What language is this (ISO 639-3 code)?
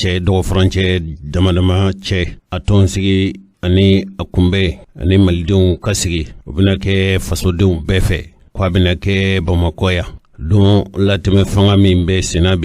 bam